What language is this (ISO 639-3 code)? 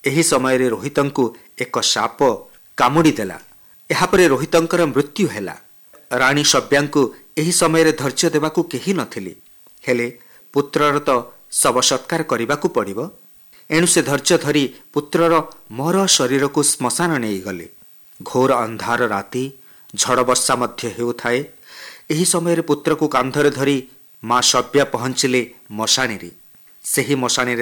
ori